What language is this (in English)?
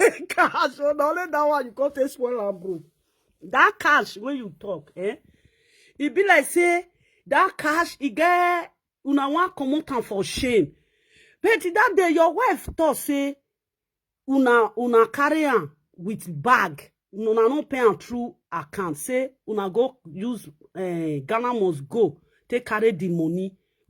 Nigerian Pidgin